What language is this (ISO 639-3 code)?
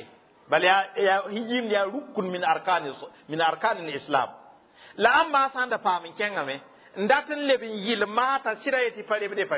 mos